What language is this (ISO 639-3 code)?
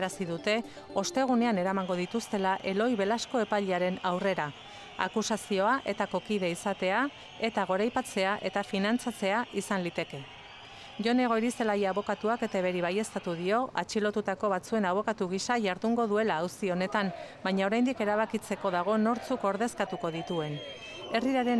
eus